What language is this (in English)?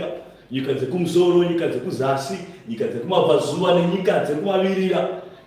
Shona